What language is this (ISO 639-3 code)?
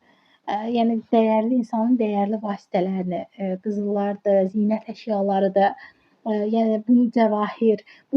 aze